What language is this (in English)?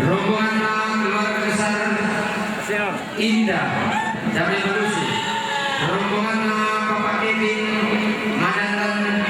Toraja-Sa'dan